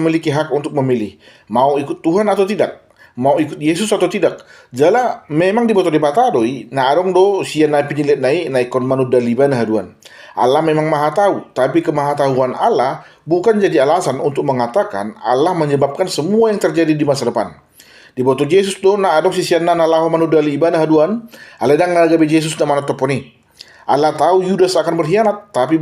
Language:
Batak Toba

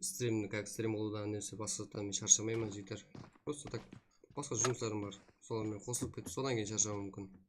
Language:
Kara-Kalpak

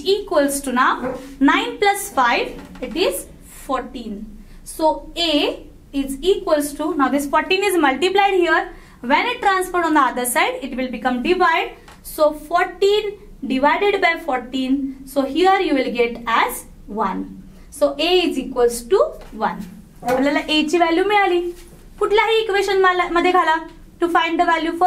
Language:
Marathi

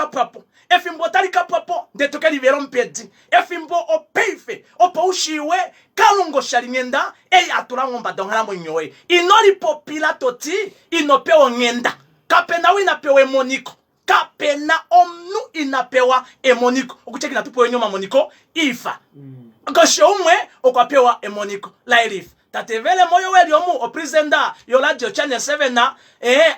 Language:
Kuanyama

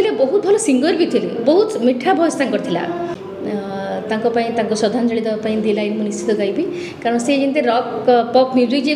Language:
Odia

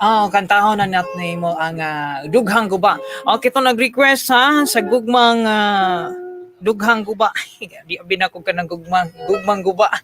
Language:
Cebuano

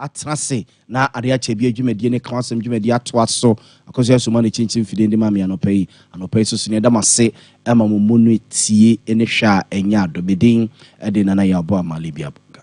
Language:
Akan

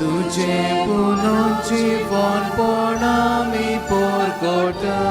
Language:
Konkani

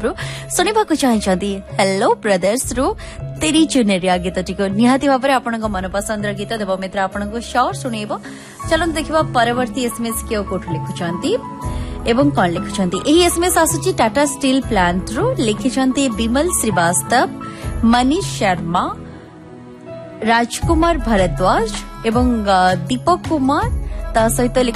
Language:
Odia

